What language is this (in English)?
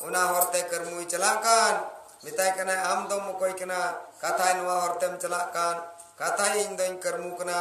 Santali